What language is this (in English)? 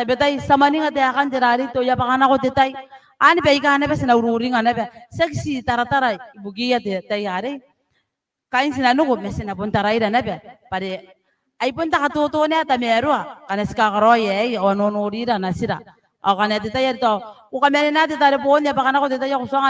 Gilbertese